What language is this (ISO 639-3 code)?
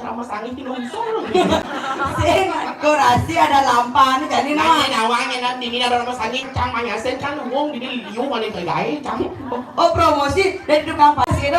ban